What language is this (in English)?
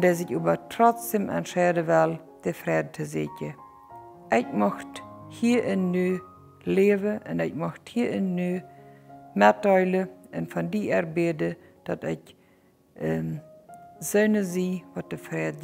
Plautdietsch